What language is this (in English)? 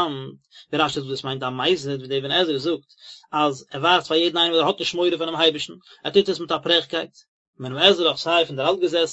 Yiddish